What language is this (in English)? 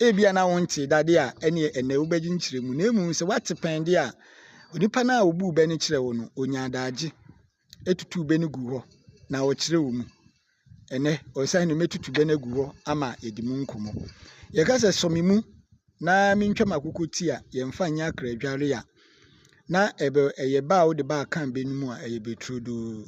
Akan